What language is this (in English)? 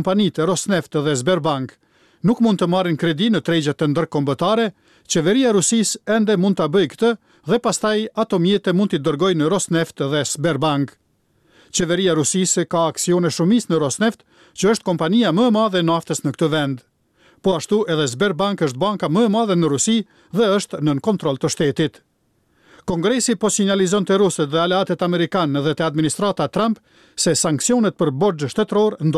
Albanian